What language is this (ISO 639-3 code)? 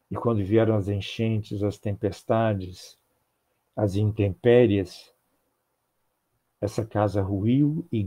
por